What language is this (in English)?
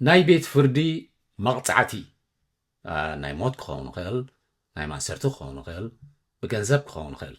Tigrinya